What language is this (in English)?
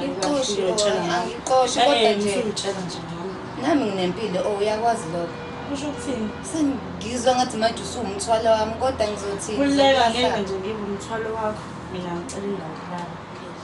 Zulu